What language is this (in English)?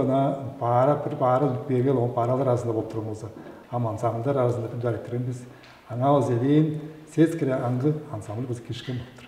Tuvinian